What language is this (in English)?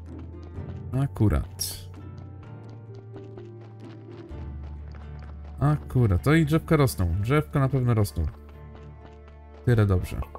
Polish